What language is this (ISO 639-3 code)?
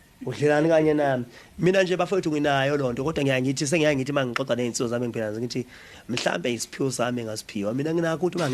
zul